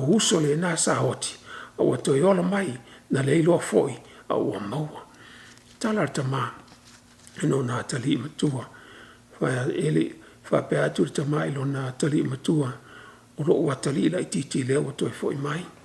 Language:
Samoan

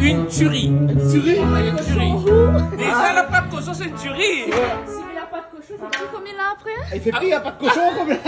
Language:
Réunion Creole French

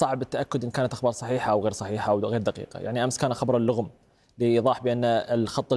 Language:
Arabic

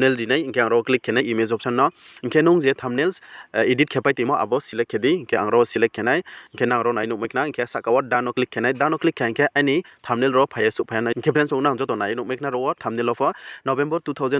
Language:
Riang (India)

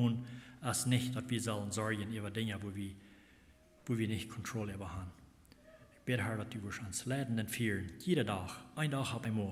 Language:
Plautdietsch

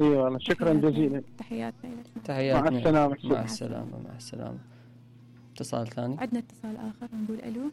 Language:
Mesopotamian Arabic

